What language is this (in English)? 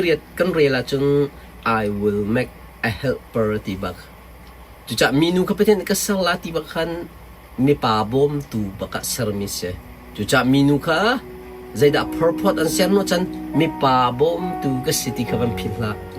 Hakha Chin